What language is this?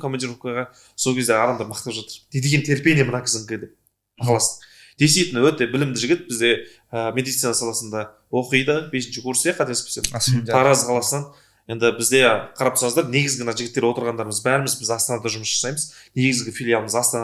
Kazakh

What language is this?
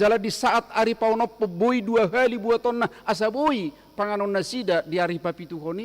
Batak Toba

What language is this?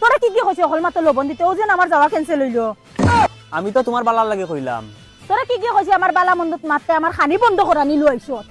Sylheti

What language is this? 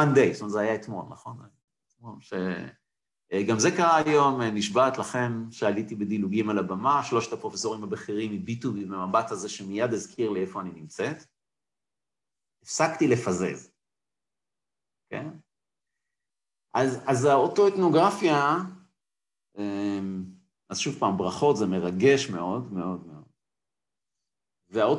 Hebrew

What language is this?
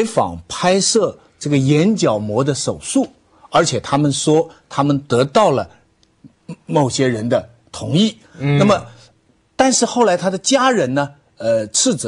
Chinese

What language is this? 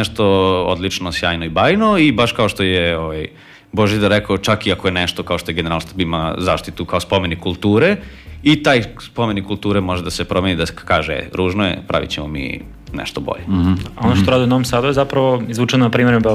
Serbian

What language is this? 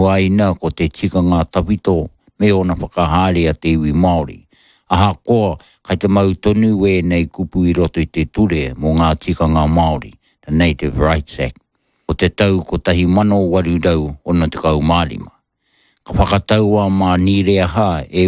Māori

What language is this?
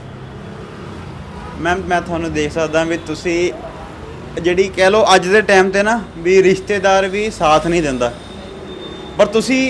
Punjabi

